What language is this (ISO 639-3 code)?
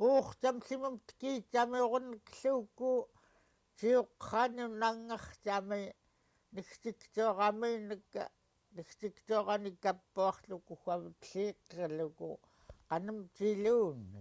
esu